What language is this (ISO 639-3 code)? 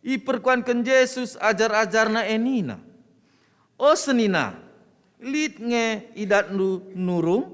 btx